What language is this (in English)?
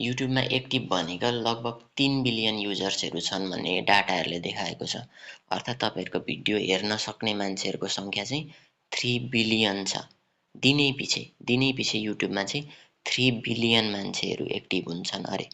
Nepali